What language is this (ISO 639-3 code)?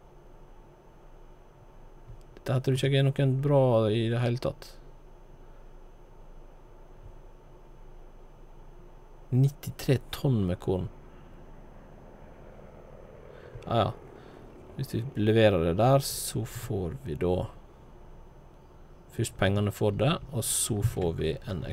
nor